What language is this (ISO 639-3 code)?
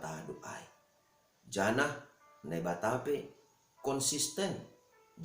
bts